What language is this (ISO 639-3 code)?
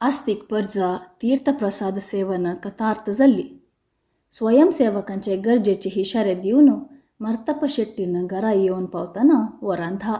kok